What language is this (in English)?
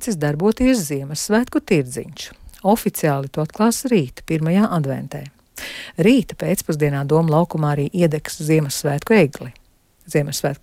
Latvian